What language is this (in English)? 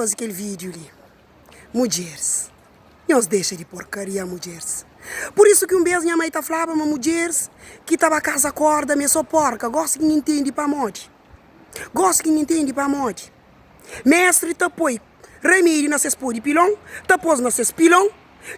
Kabuverdianu